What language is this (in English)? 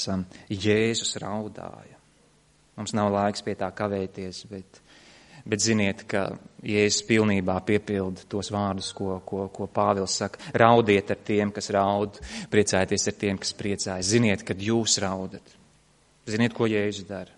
Latvian